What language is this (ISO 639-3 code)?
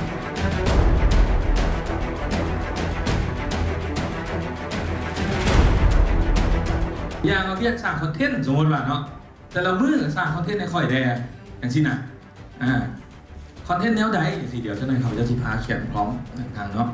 lao